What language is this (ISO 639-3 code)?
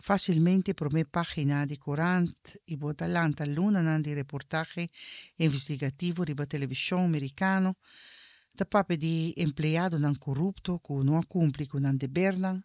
pap